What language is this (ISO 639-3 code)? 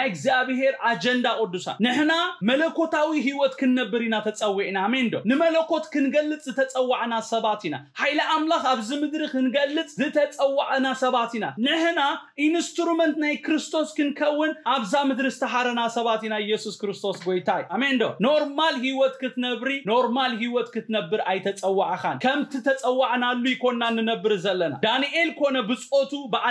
tir